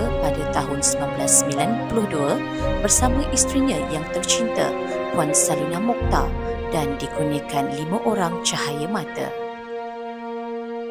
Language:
Malay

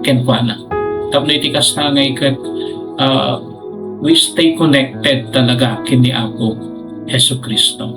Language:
Iloko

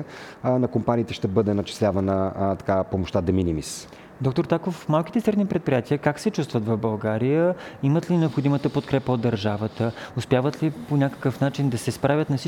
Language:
Bulgarian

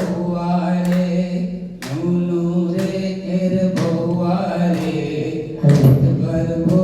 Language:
Angika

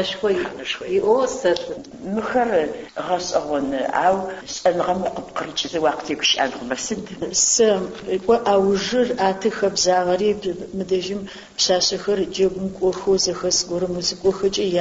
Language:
Adyghe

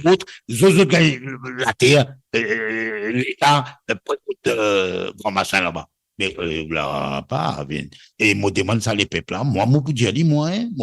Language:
Morisyen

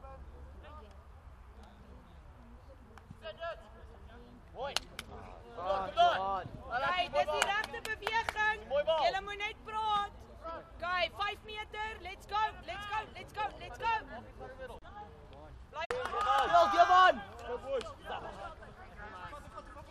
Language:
Afrikaans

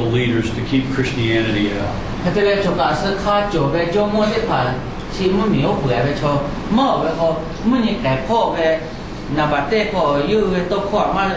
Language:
Lahu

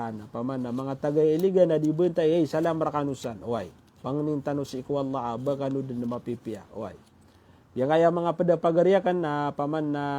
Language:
Maranao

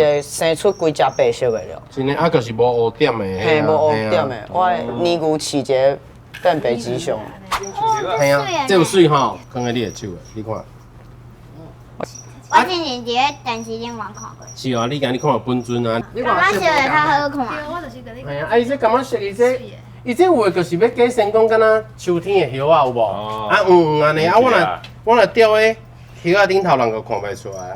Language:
Min Nan Chinese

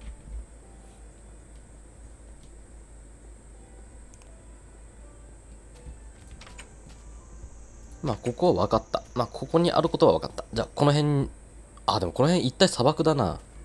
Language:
Japanese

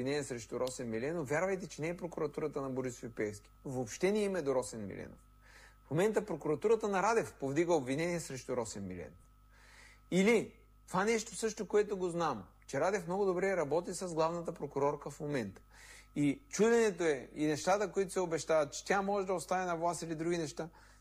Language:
Bulgarian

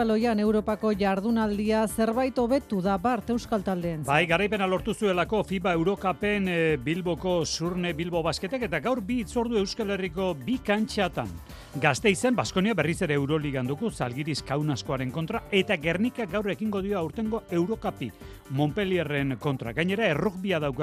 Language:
Basque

